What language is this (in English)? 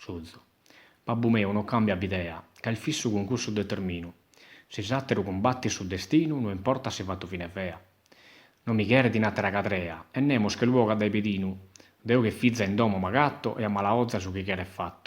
Sardinian